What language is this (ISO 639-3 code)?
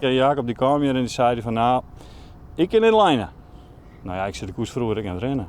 fry